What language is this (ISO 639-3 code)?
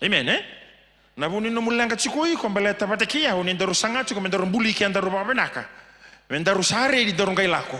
fij